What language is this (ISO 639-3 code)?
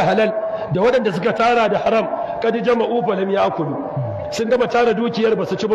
hau